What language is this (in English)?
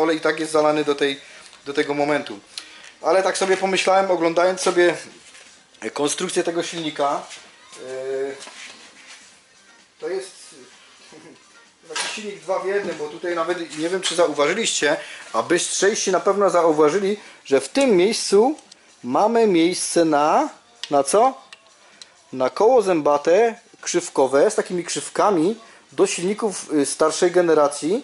Polish